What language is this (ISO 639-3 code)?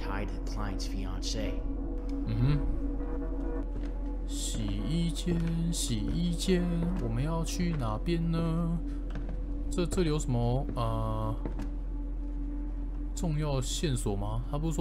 zho